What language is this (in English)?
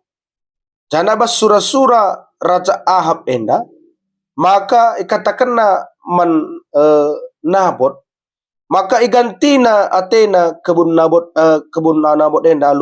Batak Karo